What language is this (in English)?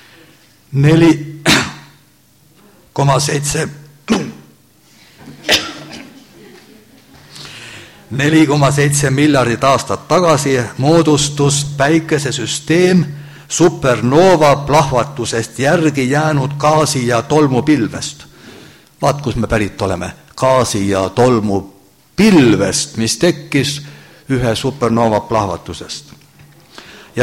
Estonian